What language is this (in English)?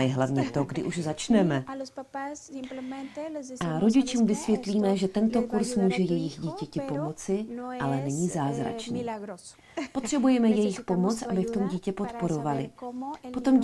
Czech